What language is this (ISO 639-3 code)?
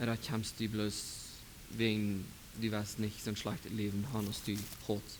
pdt